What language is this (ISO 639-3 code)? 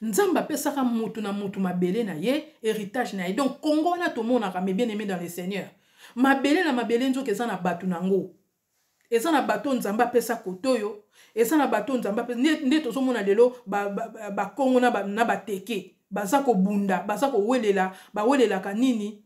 lin